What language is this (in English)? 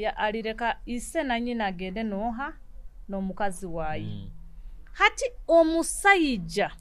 Nyoro